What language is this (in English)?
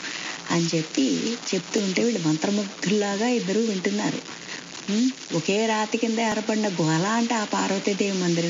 Telugu